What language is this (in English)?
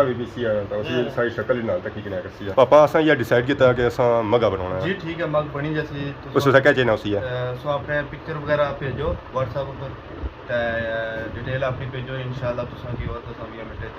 Pahari-Potwari